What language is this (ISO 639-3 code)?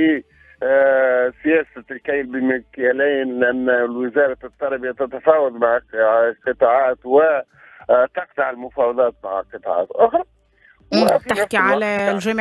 aeb